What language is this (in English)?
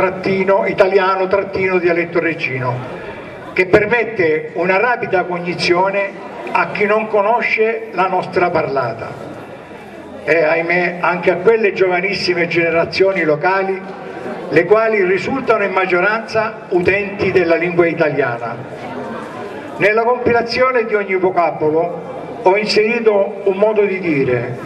Italian